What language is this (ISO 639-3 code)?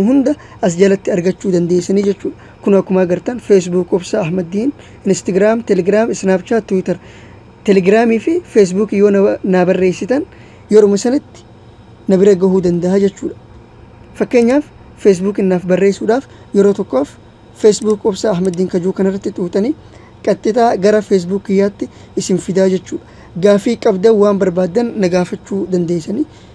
orm